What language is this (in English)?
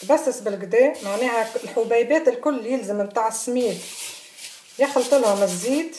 Tunisian Arabic